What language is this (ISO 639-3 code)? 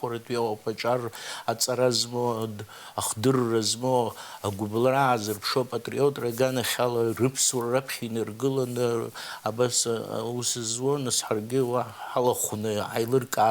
abk